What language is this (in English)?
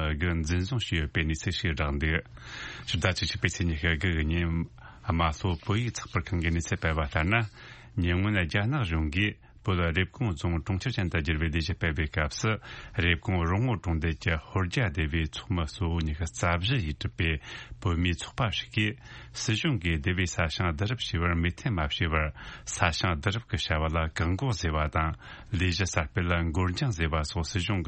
Tibetan